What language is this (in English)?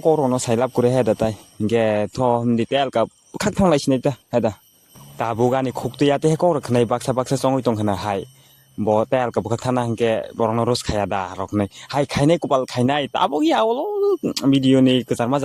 Kok Borok